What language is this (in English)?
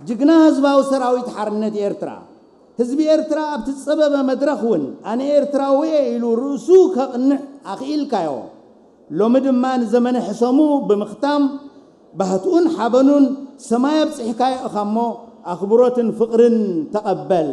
Tigrinya